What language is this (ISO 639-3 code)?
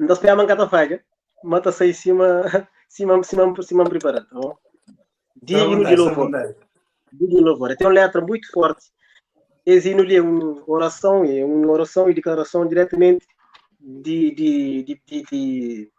kea